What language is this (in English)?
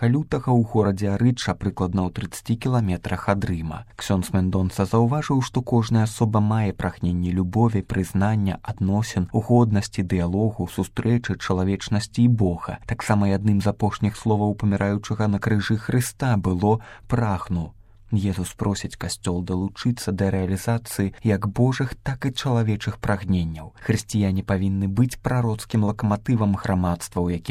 Belarusian